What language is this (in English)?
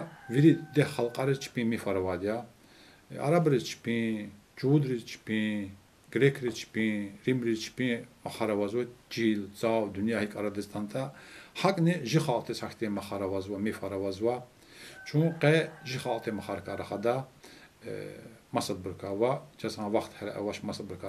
Lezghian